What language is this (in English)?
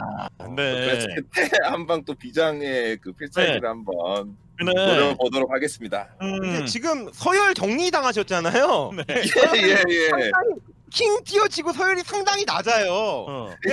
Korean